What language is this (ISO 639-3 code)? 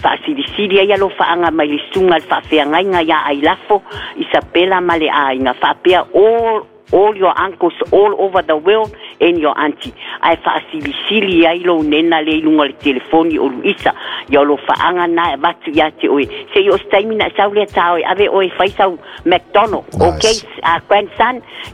smo